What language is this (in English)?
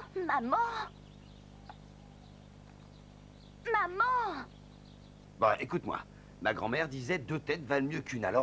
French